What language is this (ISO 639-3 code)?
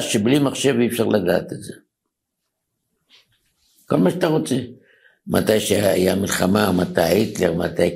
heb